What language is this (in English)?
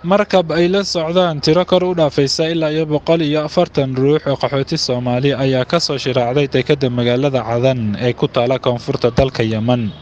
Somali